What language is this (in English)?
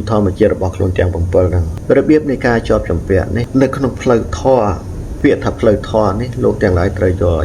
Khmer